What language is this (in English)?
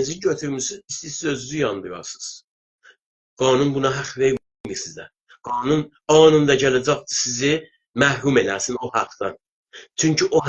South Azerbaijani